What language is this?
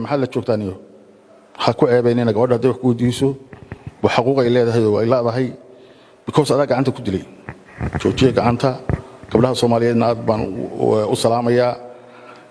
Somali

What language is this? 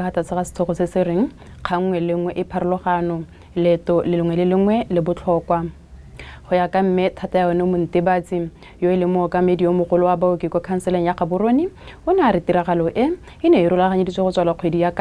Tswana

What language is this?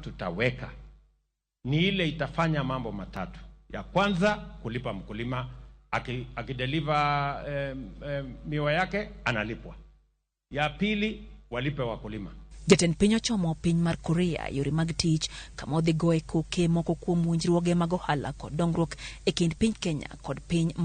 Luo (Kenya and Tanzania)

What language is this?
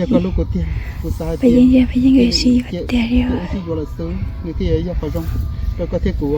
Hmong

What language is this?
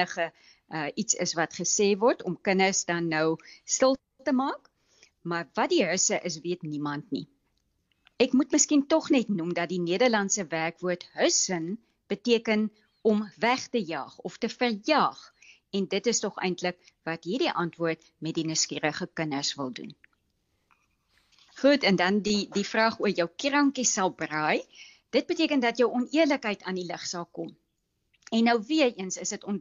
Afrikaans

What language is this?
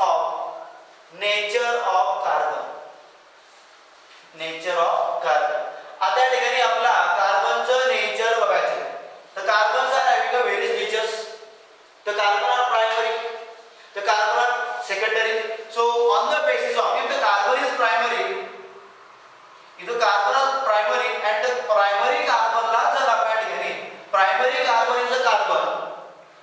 Marathi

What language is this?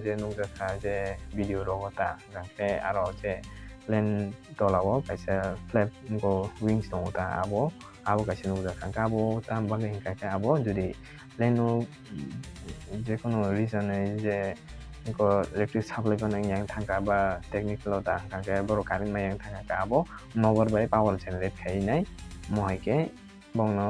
Kok Borok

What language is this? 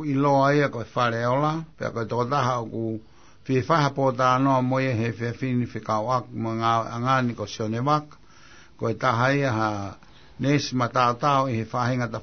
Tongan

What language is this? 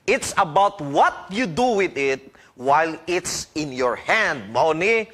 Cebuano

